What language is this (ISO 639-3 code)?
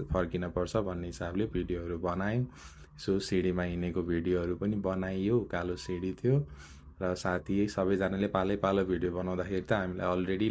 nep